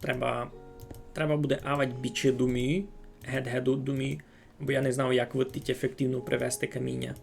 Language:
Rusyn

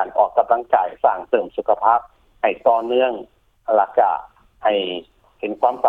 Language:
Lao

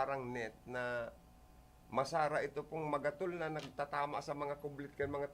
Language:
Bikol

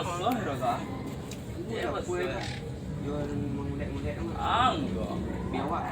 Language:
Minangkabau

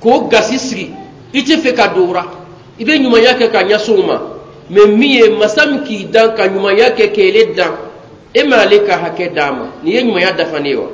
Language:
Bambara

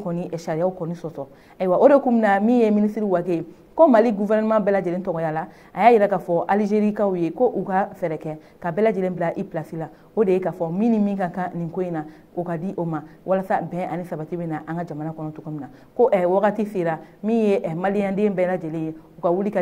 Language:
Bambara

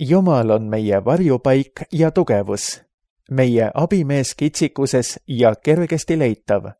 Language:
Estonian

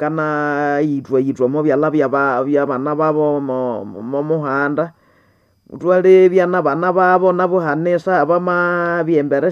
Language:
Nande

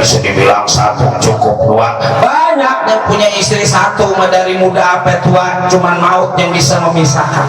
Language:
Betawi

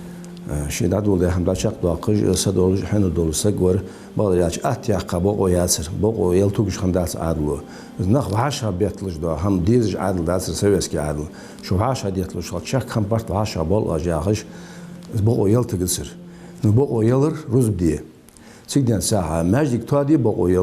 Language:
Ingush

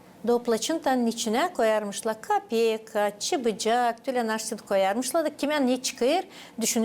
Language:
Gagauz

